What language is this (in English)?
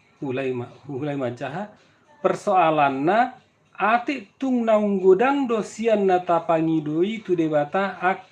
Batak Toba